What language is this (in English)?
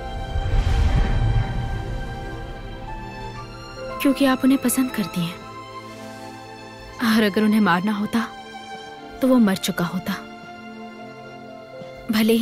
Hindi